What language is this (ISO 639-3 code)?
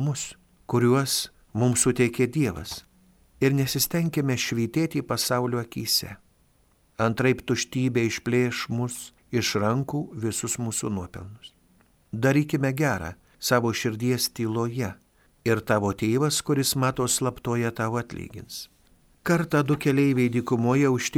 lit